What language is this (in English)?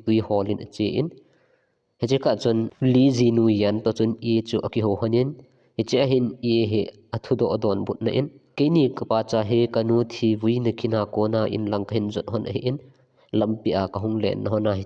Thado Chin